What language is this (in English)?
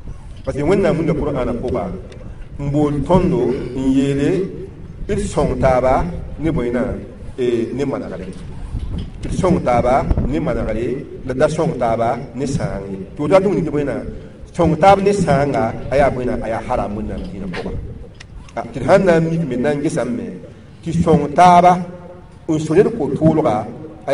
Mossi